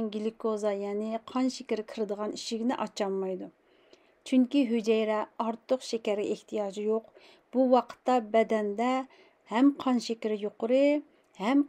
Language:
Uyghur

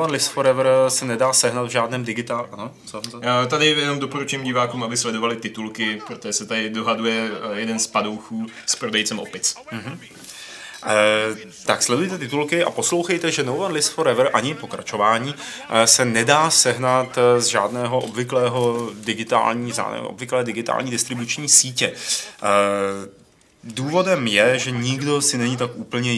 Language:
Czech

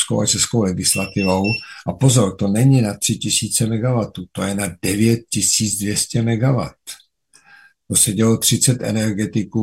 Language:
Czech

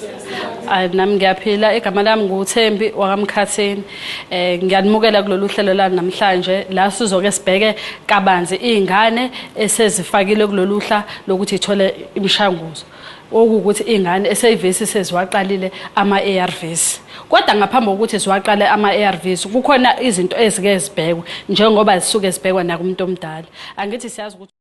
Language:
Zulu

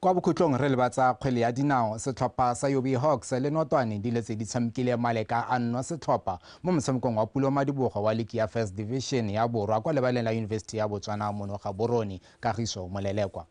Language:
Tswana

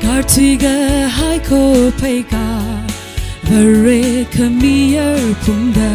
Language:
Tangkhul Naga (India)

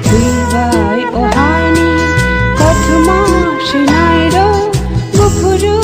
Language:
Kok Borok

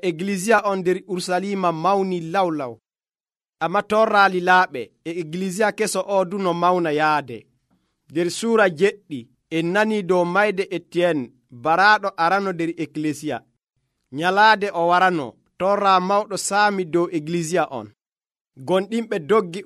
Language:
Nigerian Fulfulde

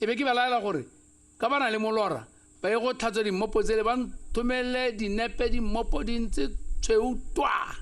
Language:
Tswana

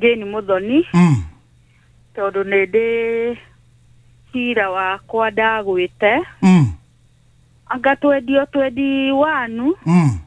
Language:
Kikuyu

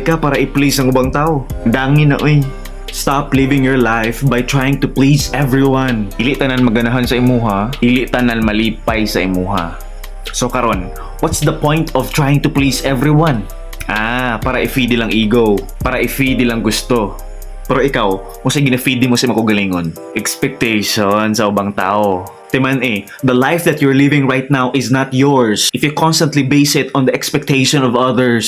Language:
Cebuano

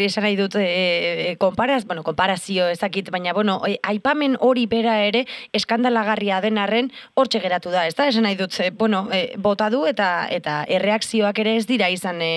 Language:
Basque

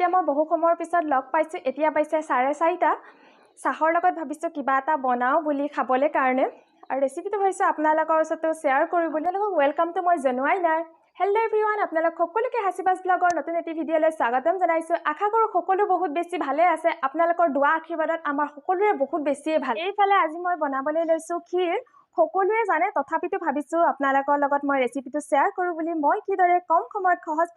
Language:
Assamese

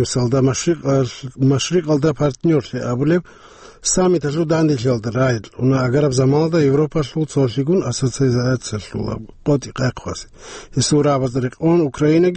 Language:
Avaric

